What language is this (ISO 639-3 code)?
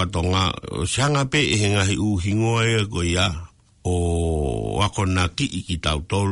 ton